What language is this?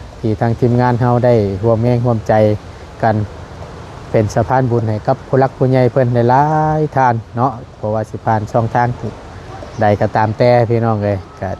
Northeastern Thai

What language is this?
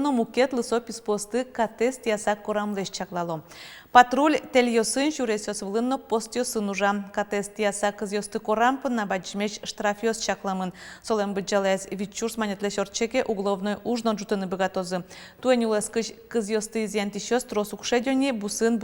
Udmurt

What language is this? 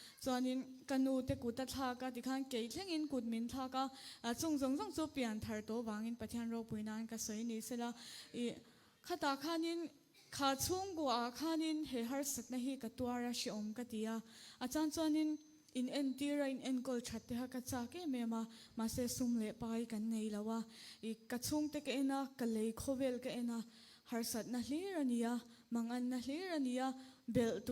Mizo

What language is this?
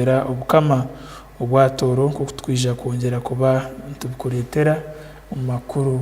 Tooro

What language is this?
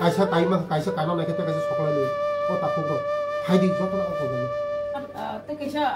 Kok Borok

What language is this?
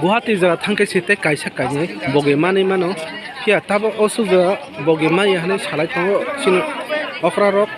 Kok Borok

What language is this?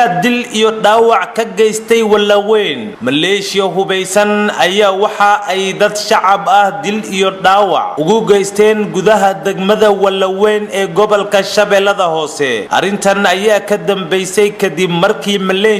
Somali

